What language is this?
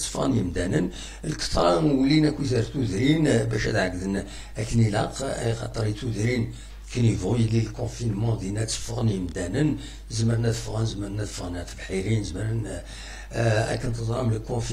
Kabyle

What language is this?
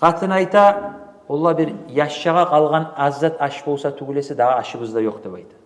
Kumyk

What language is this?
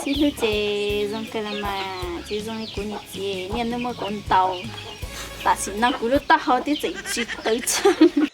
Hmong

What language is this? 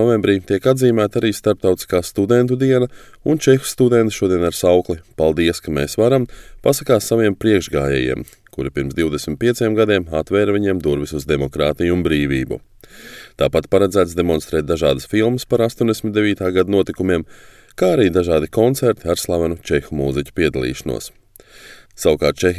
Latvian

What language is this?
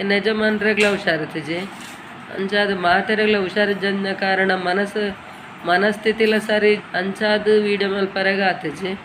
Tulu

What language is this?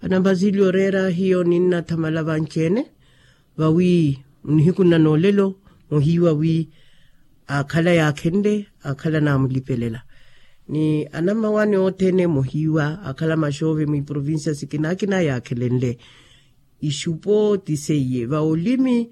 Makhuwa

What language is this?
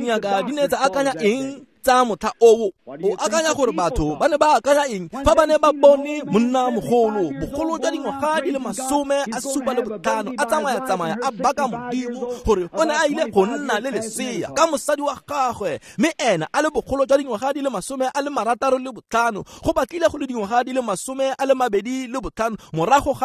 Tswana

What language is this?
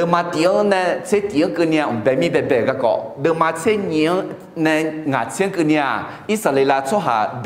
Akha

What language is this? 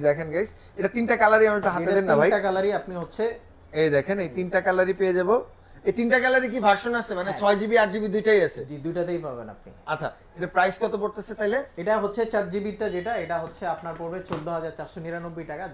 Bangla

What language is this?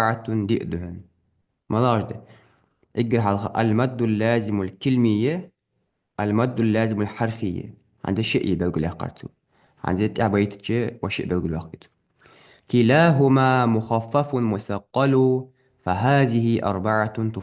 Ingush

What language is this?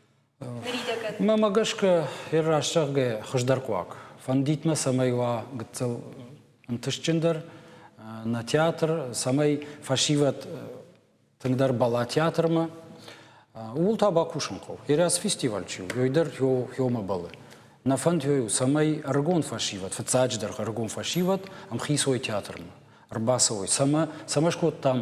Ossetic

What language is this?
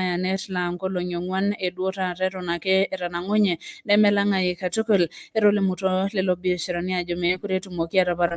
Masai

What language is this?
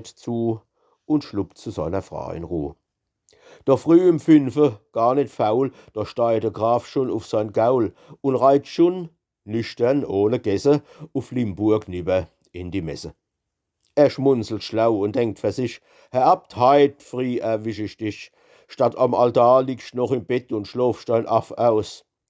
Palatine German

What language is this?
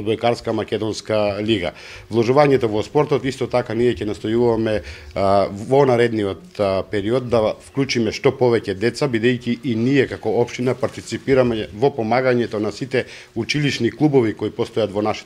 Macedonian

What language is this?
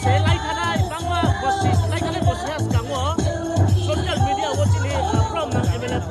Riang (India)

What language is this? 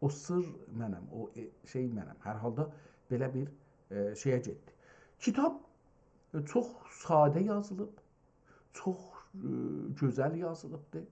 South Azerbaijani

